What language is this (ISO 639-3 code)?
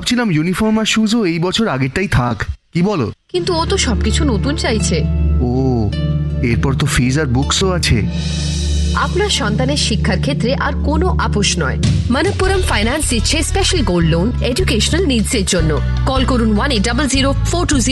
ben